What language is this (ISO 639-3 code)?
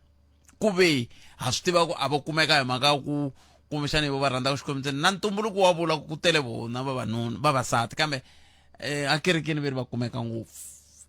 tso